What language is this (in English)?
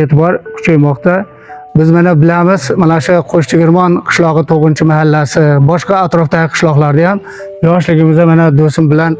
Uzbek